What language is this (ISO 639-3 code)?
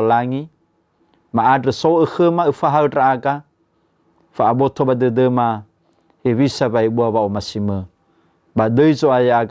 nia